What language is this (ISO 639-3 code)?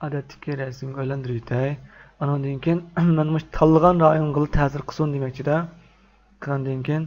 uig